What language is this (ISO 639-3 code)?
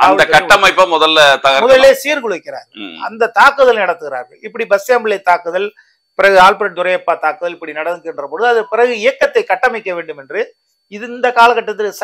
tam